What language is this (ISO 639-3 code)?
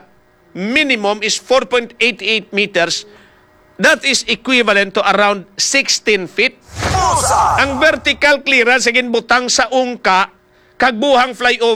hil